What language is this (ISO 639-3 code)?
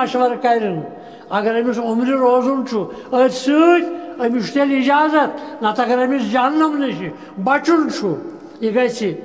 kas